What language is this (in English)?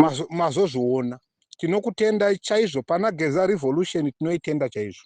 Shona